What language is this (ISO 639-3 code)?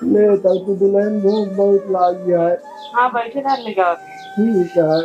awa